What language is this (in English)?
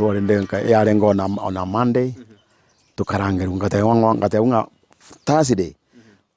Gusii